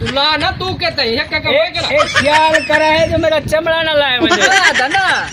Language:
Saraiki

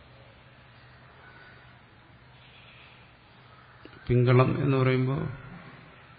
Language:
Malayalam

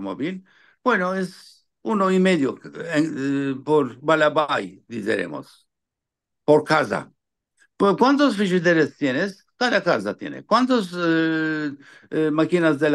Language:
Ladino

